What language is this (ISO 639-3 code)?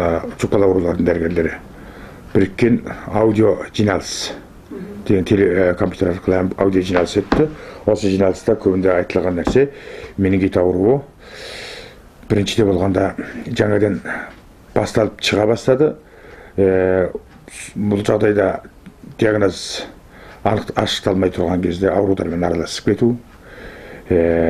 kaz